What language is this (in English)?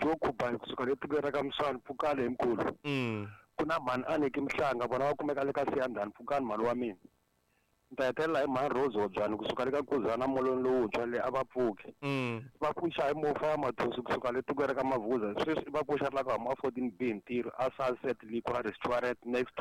Tsonga